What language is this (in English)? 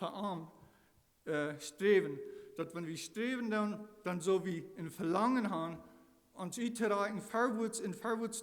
Plautdietsch